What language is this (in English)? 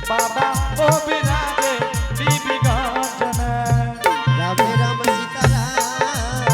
Angika